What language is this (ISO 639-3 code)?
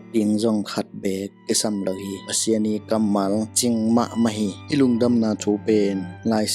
ctd